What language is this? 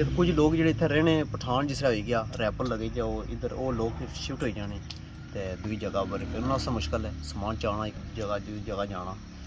Pahari-Potwari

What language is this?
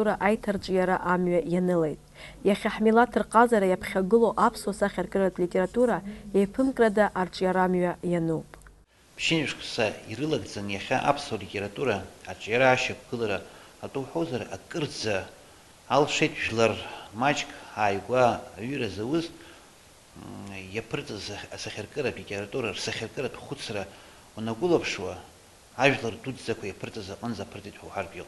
Abkhazian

